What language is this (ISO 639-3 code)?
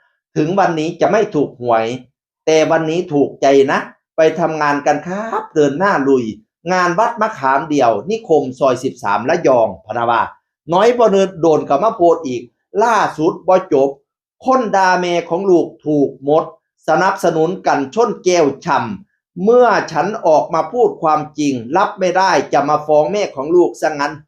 tts